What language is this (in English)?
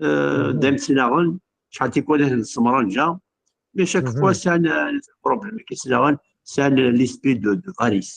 Kabyle